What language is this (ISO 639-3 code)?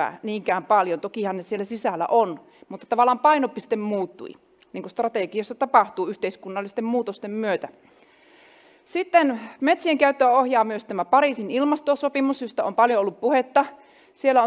fin